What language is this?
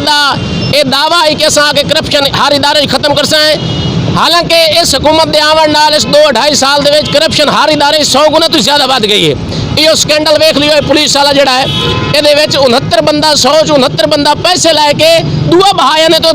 Saraiki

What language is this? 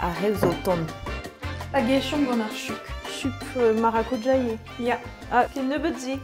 Breton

